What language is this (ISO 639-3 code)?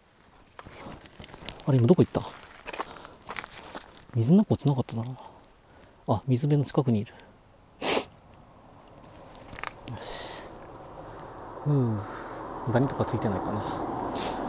jpn